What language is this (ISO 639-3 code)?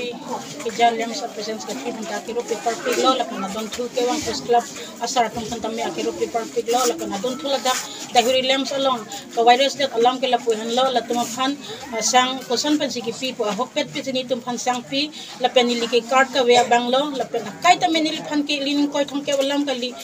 mjw